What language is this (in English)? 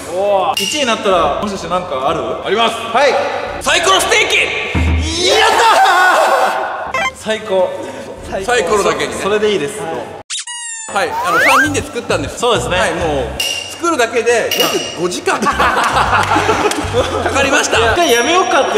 Japanese